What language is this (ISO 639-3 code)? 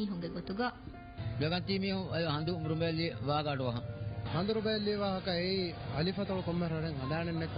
div